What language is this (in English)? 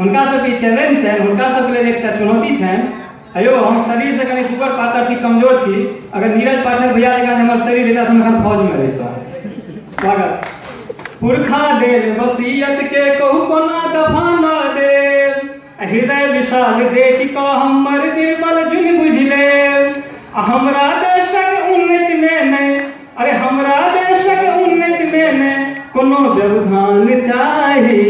Maithili